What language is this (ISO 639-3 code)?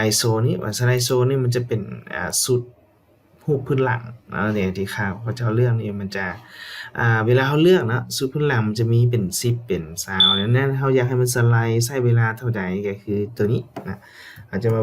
lao